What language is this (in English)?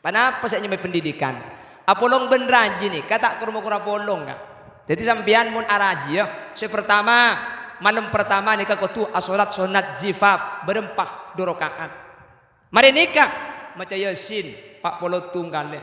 Madurese